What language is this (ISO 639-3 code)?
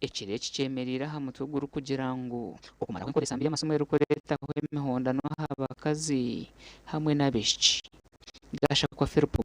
nyn